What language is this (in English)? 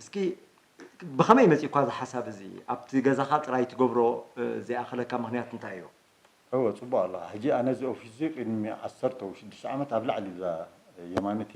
Tigrinya